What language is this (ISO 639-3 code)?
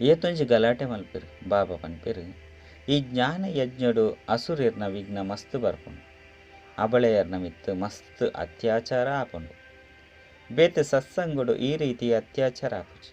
tcy